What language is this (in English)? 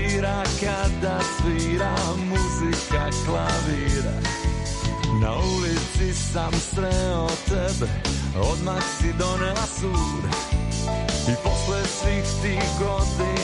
Serbian